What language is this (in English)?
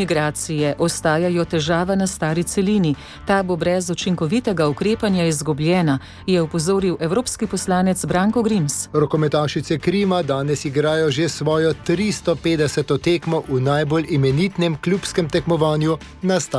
Slovenian